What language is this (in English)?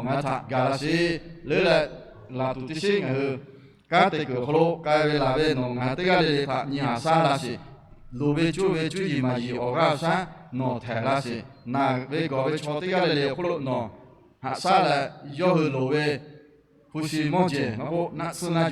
Lahu